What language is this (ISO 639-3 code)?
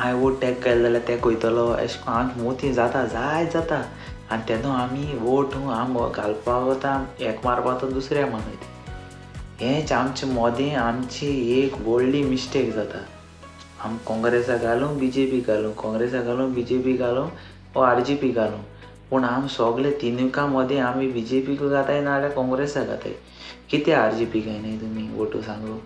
kok